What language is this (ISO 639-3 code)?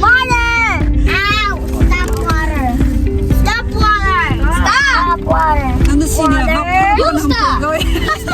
cnh